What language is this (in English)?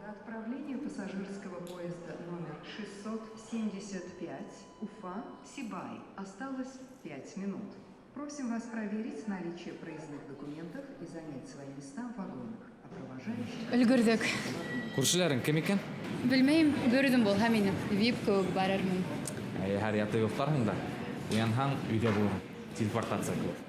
Bashkir